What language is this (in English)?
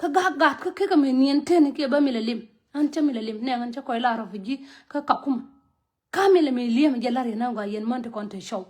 Nuer